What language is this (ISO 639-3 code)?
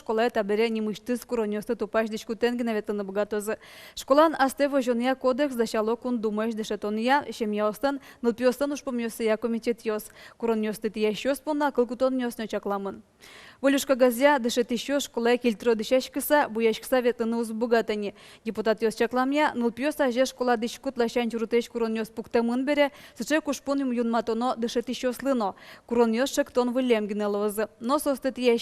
udm